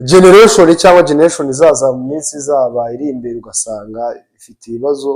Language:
Kinyarwanda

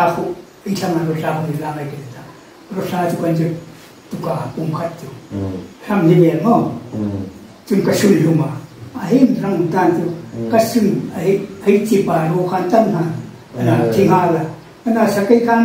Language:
Hmar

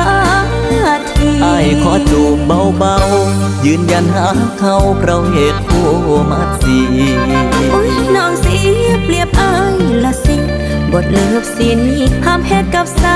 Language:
Thai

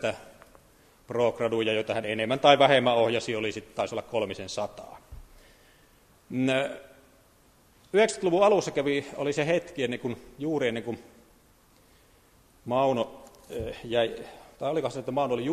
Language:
Finnish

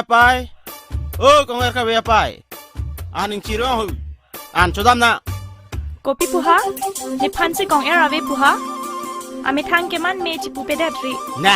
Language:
Karbi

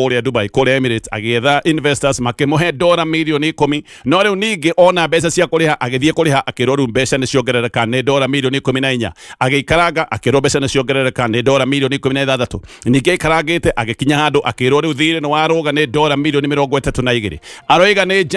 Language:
Kikuyu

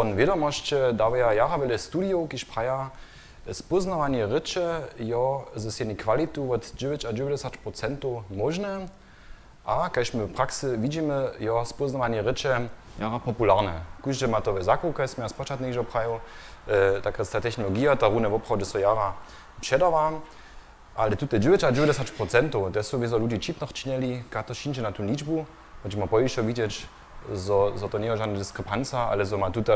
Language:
Upper Sorbian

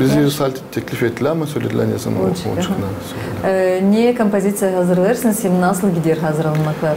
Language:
Gagauz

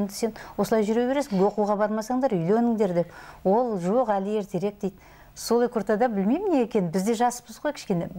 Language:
Kazakh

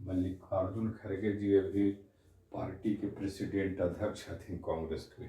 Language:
Magahi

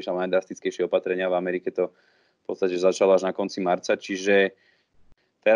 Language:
Slovak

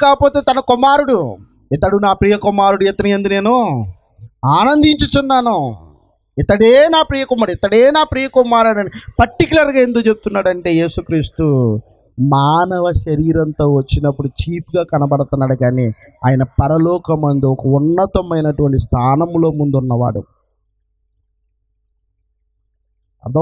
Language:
Telugu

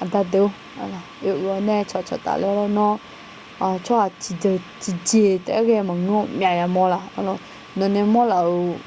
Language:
Akha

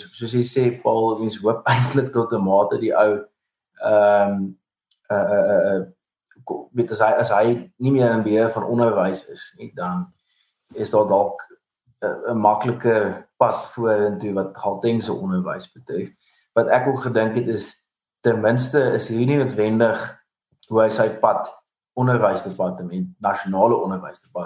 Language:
Afrikaans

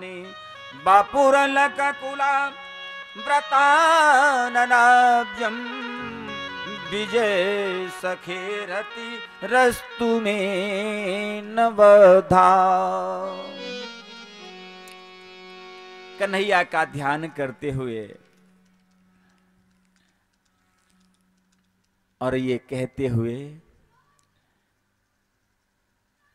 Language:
Hindi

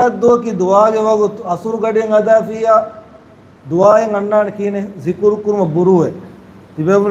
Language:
Divehi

